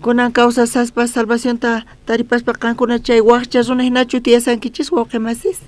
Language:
South Bolivian Quechua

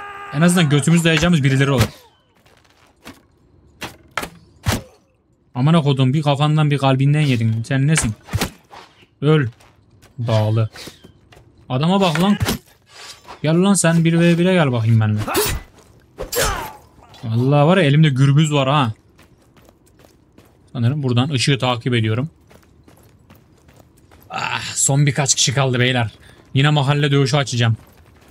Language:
Turkish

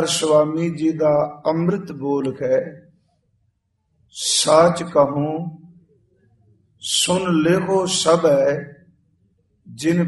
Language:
Punjabi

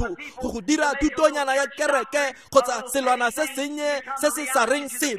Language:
Tswana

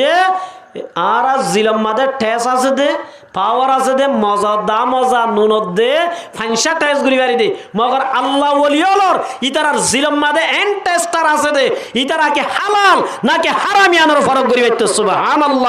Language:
Rohingya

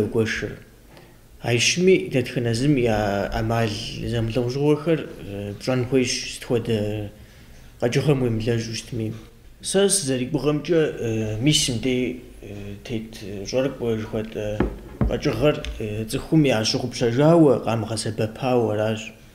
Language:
Kabardian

